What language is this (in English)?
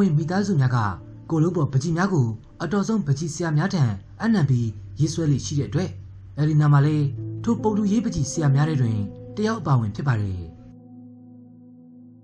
Burmese